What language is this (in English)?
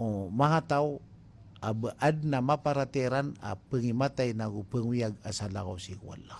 Maranao